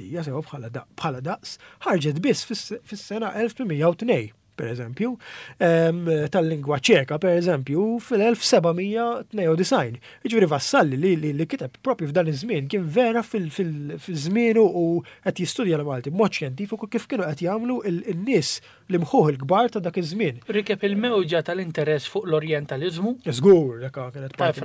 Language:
Maltese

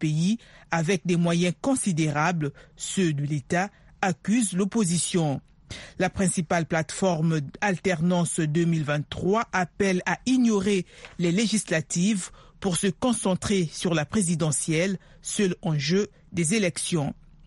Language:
French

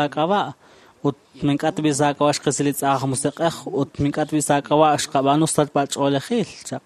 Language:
Kekchí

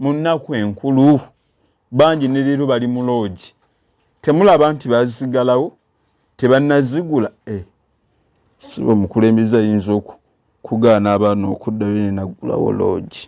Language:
Ganda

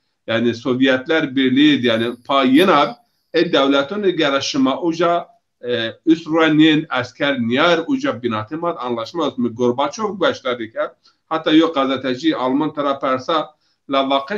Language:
Zaza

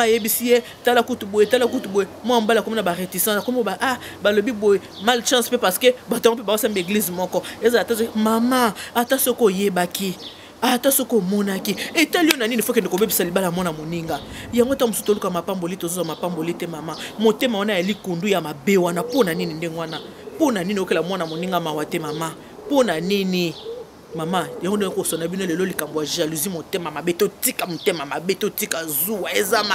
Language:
Lingala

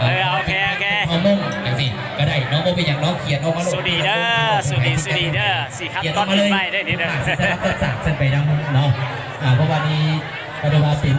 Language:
Lao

